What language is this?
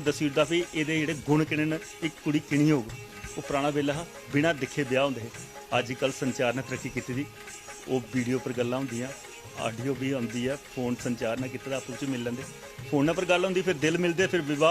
Dogri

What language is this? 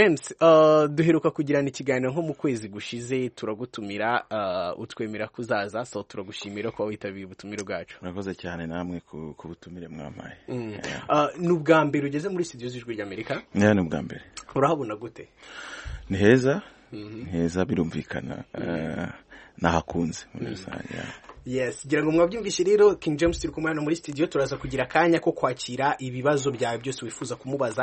Kinyarwanda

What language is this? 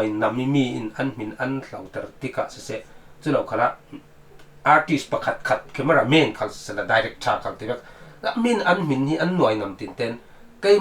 Falam Chin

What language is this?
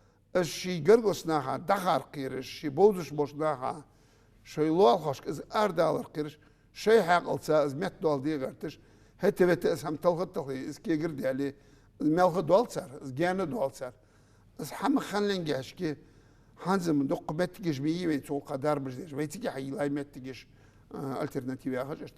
Ingush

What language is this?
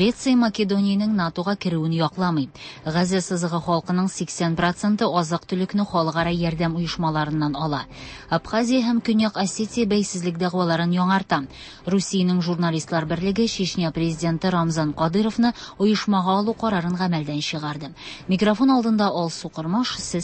Tatar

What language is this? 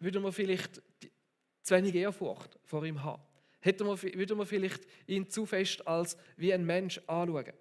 Swiss German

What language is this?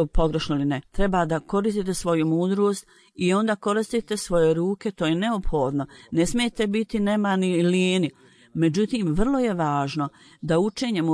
Bosnian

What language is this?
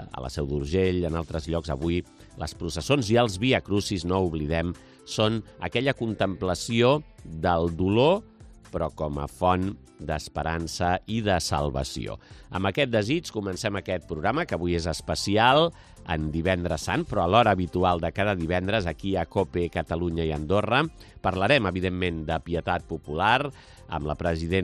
Catalan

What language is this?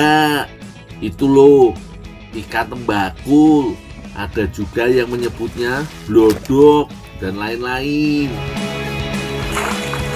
Indonesian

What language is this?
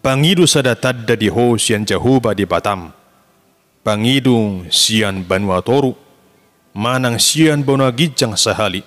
Batak Toba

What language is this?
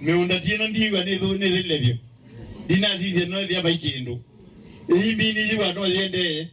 Kamba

